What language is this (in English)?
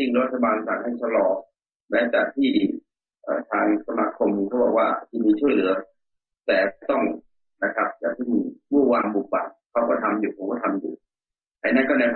Thai